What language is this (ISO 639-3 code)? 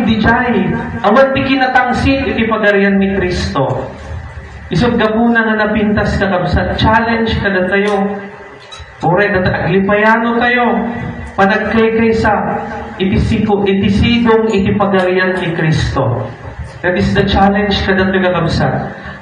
ilo